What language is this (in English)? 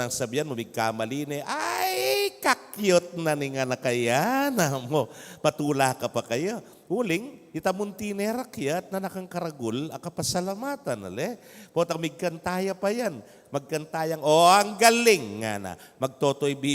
Pampanga